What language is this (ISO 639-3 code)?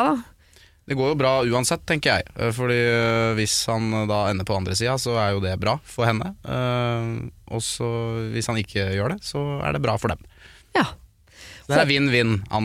nor